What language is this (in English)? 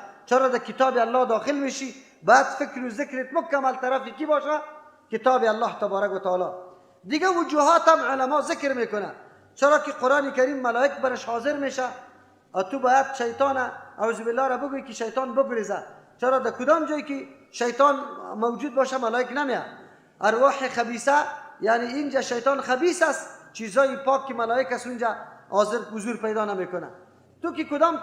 Persian